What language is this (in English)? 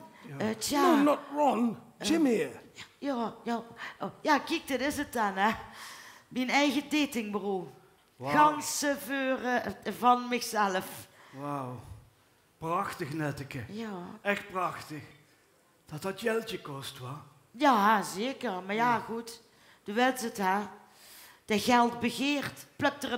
Limburgish